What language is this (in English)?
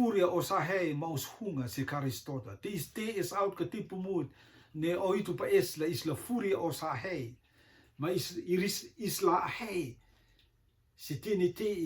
Rotuman